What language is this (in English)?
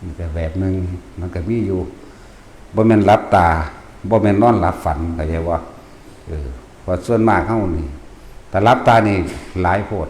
Northeastern Thai